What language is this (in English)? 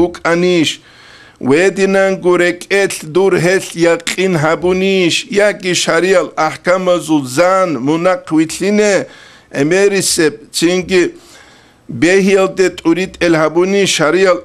Avaric